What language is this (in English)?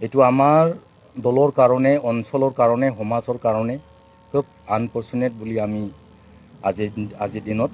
Assamese